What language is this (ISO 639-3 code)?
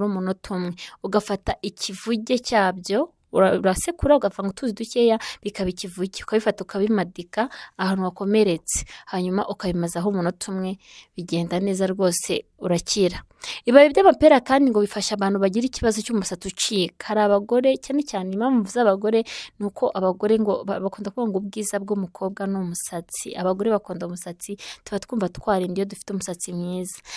kin